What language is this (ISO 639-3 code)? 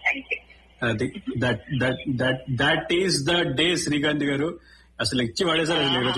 tel